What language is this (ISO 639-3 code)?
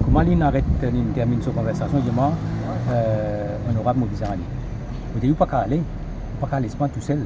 mfe